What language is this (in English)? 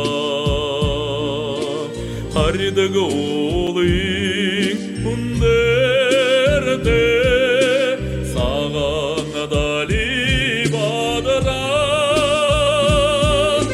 Buriat